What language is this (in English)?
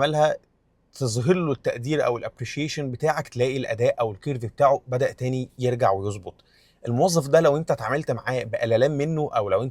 Egyptian Arabic